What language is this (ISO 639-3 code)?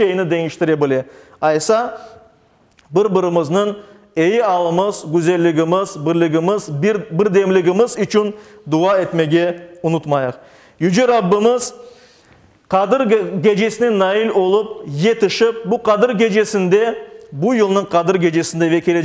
crh